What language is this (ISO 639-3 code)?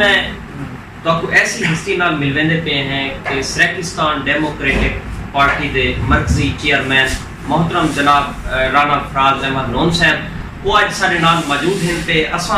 skr